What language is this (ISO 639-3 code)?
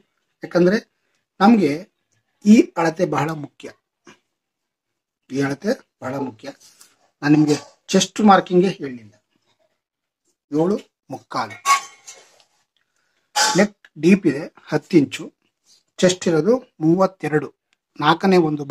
kan